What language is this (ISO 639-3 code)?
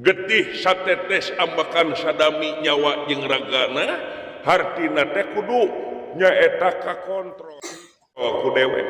sun